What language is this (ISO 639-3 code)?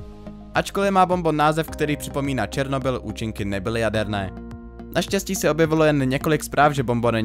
ces